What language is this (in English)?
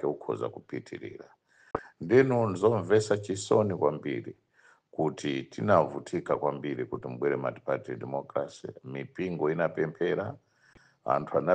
Nyanja